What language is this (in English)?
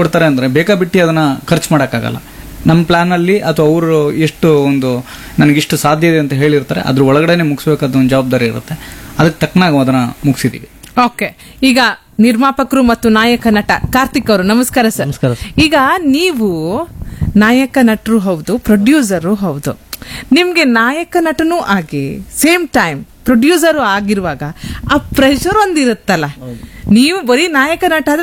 Kannada